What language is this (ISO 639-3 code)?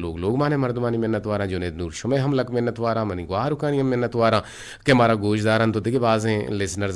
bgp